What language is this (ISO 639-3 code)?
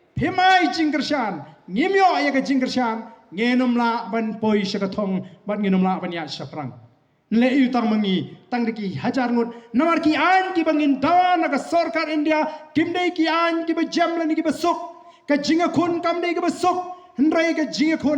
kha